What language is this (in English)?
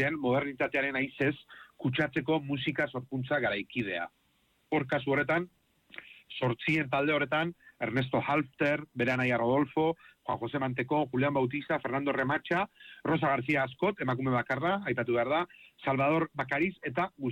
Basque